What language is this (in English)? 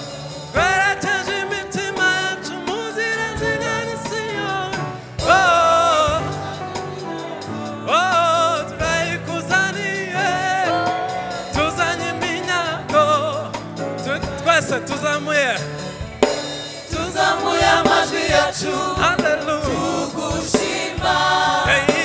Kinyarwanda